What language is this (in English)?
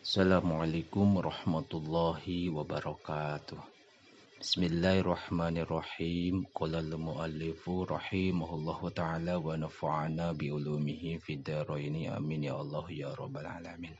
Sundanese